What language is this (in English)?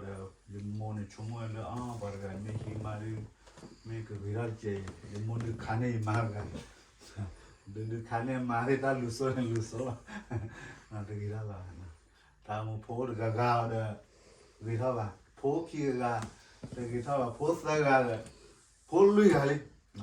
S'gaw Karen